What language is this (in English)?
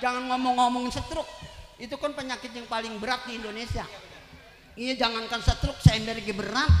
Betawi